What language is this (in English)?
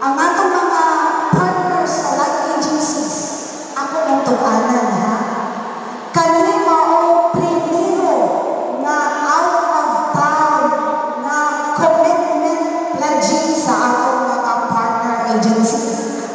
Cebuano